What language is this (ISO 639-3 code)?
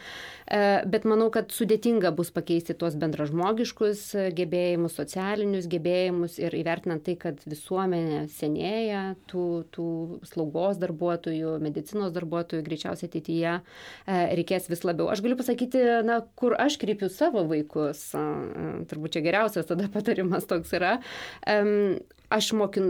lit